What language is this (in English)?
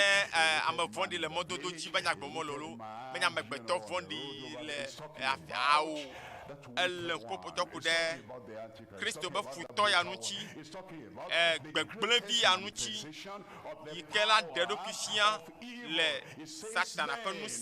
Ewe